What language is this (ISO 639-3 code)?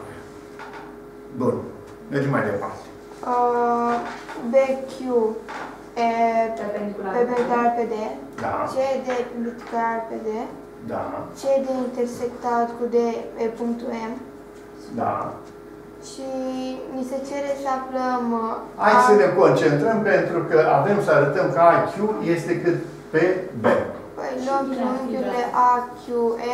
ron